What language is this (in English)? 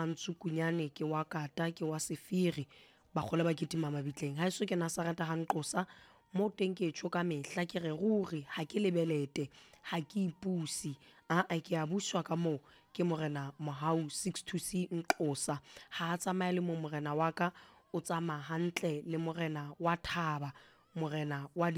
Southern Sotho